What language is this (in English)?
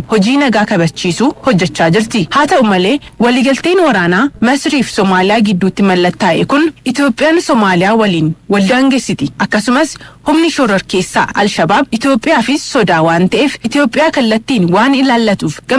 Oromo